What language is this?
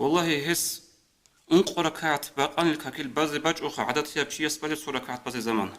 Avaric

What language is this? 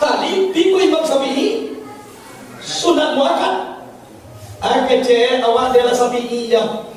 Minangkabau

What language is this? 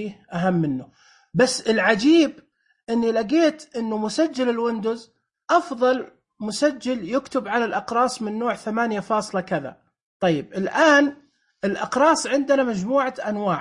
Najdi Arabic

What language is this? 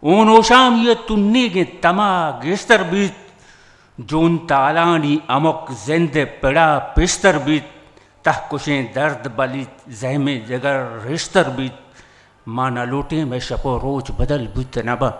Eastern Balochi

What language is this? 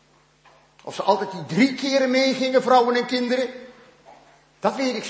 Dutch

